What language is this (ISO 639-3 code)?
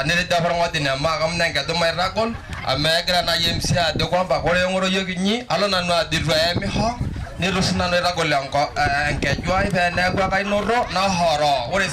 mas